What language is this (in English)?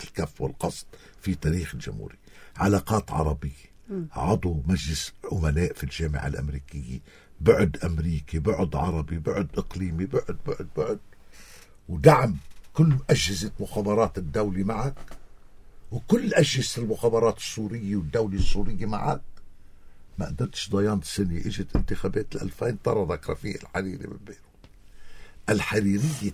North Levantine Arabic